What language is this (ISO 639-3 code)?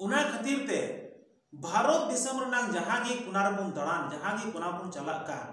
sat